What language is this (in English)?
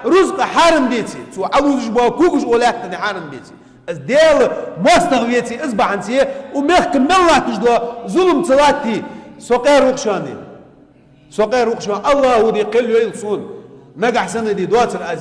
Chechen